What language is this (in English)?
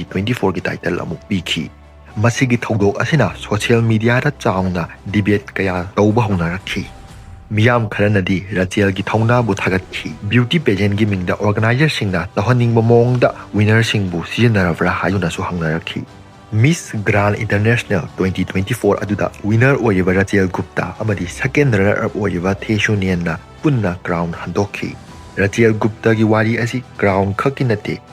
Manipuri